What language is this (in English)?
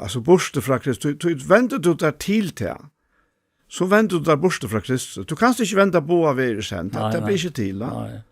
Faroese